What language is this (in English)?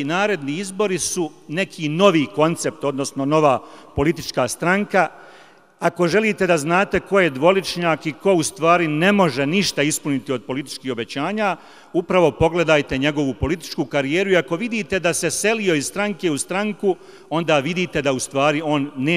Bosnian